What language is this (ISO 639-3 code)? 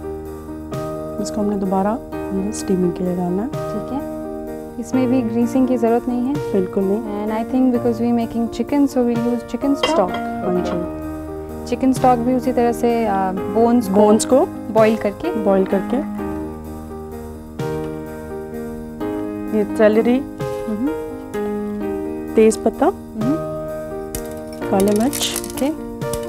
hin